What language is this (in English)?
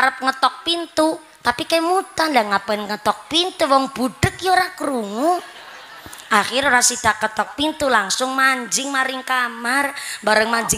Javanese